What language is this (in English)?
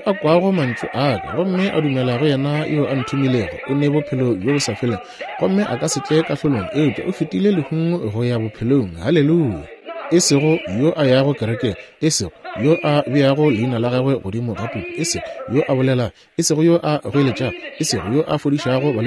Northern Sotho